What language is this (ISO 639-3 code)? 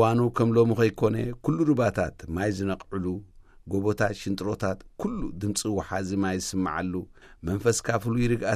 tir